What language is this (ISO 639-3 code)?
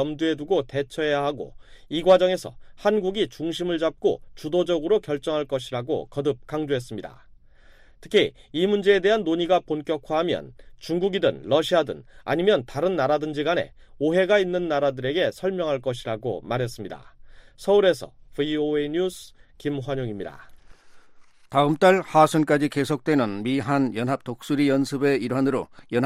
kor